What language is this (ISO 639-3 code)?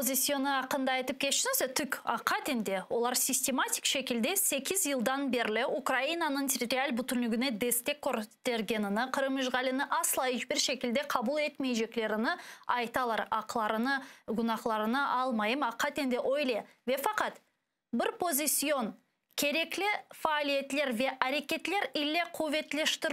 crh